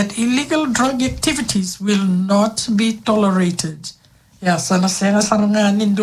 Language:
Fijian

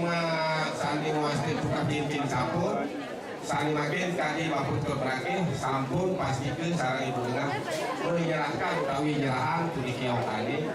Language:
Balinese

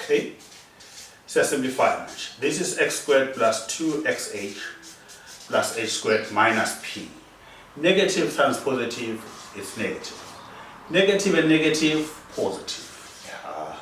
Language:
Zulu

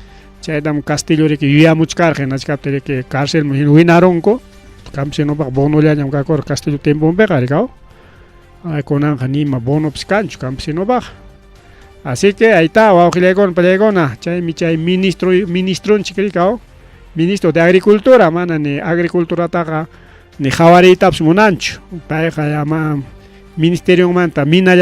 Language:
Ayacucho Quechua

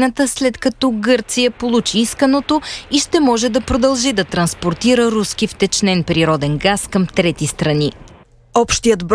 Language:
Bulgarian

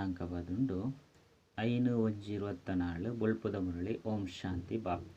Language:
Tulu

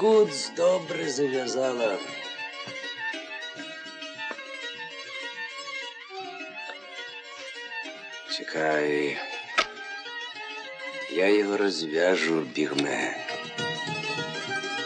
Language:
Ukrainian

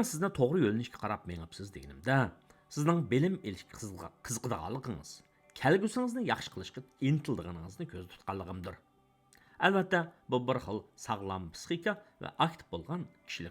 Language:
Uyghur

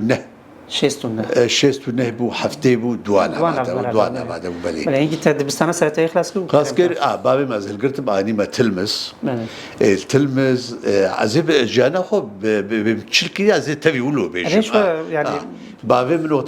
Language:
Kurdish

